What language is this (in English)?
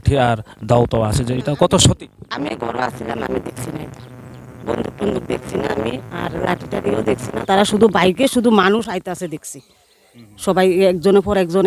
Riang (India)